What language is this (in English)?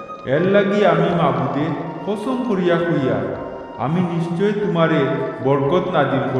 Sylheti